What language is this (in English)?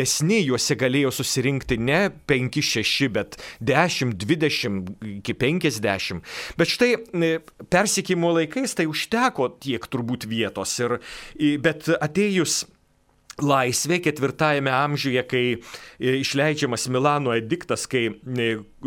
Lithuanian